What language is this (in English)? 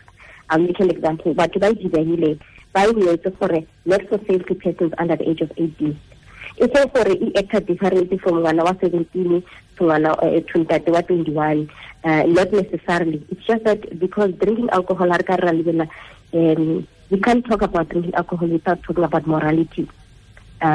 Tswana